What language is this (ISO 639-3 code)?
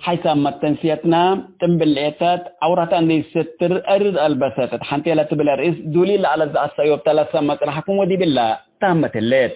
tig